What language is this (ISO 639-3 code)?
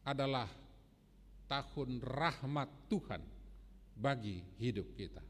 bts